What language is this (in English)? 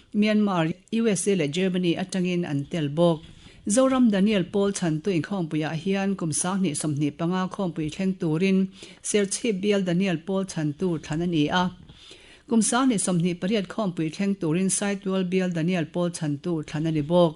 Mizo